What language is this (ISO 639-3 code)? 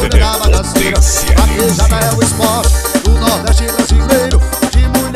por